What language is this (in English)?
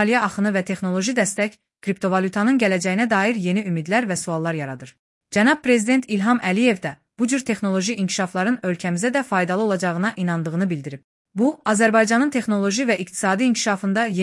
Azerbaijani